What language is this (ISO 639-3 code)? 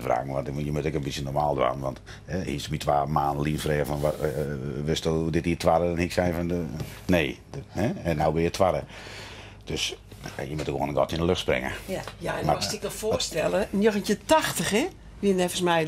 fry